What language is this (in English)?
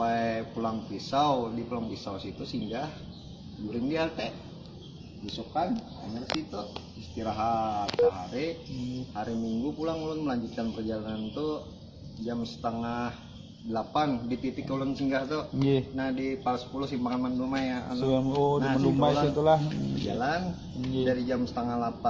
Banjar